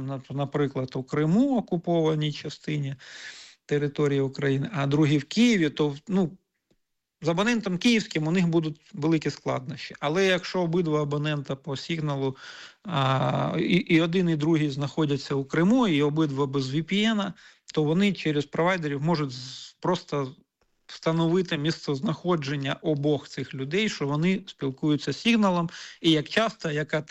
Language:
Ukrainian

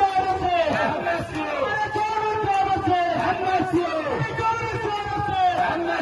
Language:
Maithili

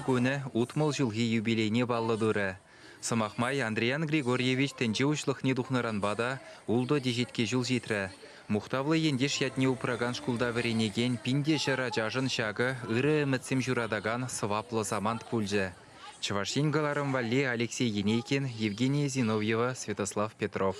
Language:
Chuvash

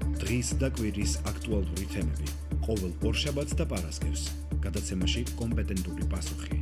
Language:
Georgian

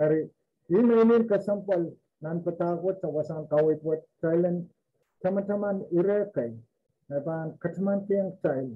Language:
Pohnpeian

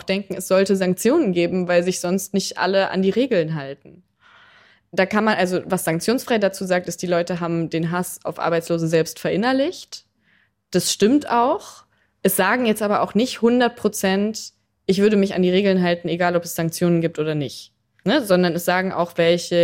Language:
German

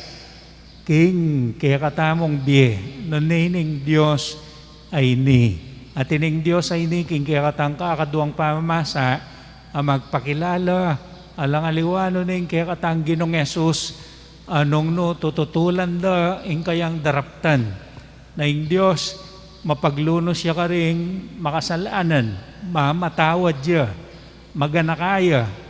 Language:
Pampanga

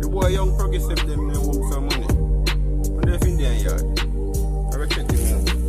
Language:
Jamaican Creole English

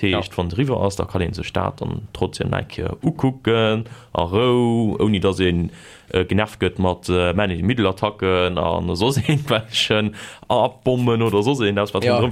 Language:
Luxembourgish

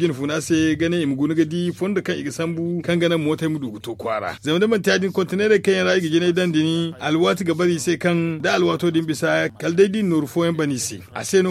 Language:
Zarma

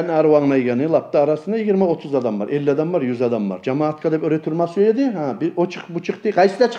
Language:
Kumyk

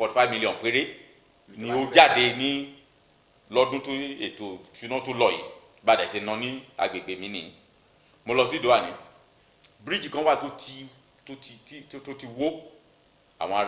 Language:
Yoruba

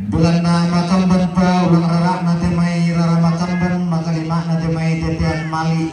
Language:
Toraja-Sa'dan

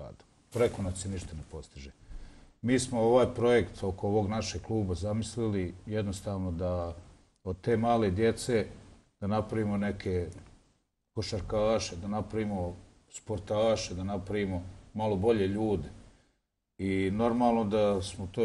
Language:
Bosnian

